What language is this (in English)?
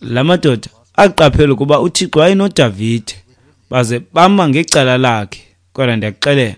Xhosa